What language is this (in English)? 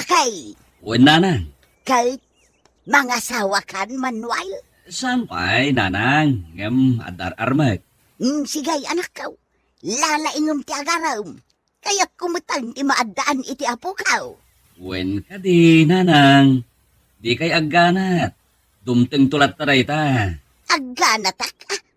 Iloko